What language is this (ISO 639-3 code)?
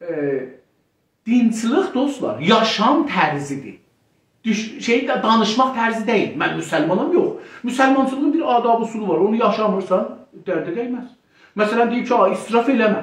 azb